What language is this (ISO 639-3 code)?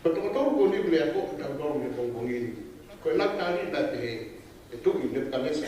ton